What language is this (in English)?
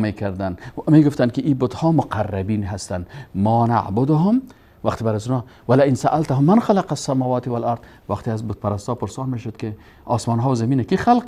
Persian